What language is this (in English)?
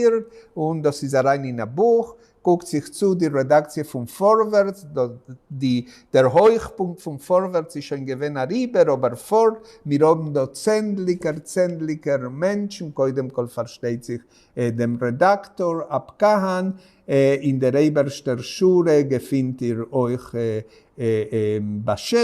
Yiddish